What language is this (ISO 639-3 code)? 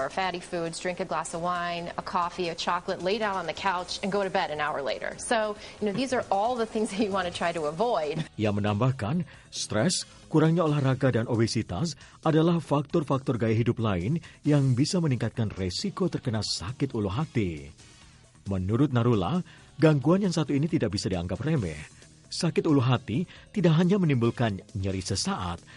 ind